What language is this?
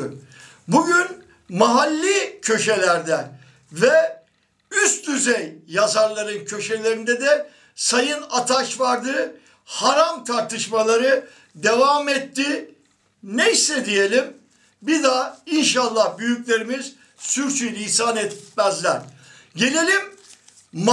Turkish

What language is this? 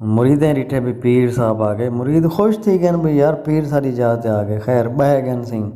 Saraiki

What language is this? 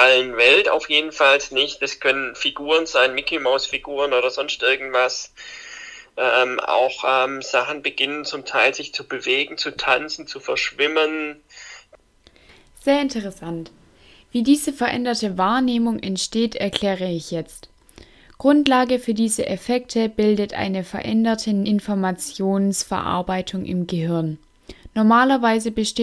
German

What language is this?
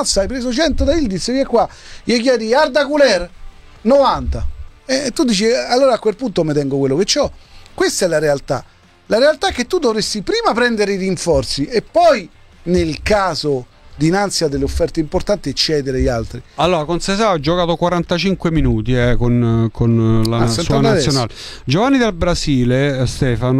Italian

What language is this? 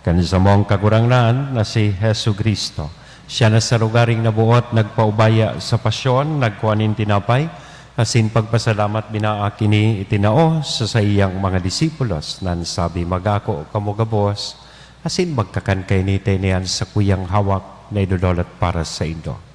Bikol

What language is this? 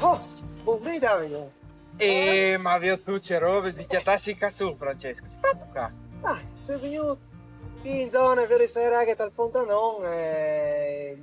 Friulian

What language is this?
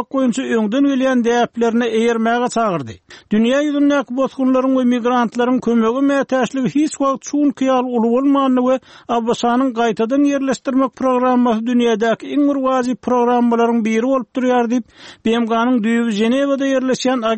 Turkmen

